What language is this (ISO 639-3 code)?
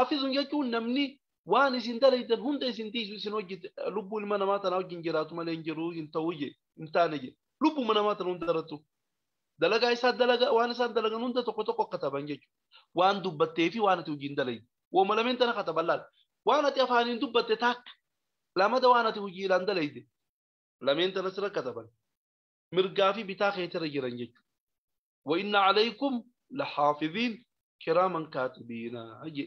orm